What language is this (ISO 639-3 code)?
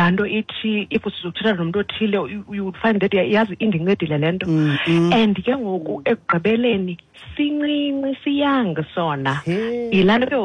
xho